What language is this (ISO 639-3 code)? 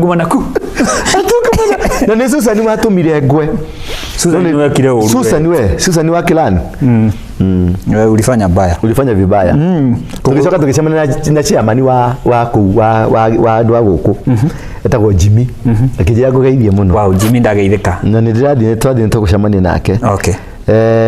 kik